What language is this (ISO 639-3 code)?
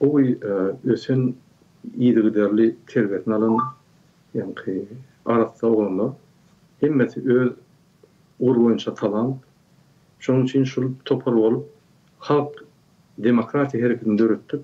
tuk